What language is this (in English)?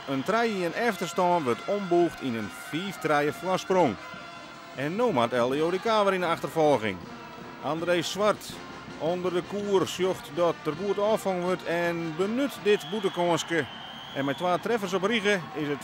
Western Frisian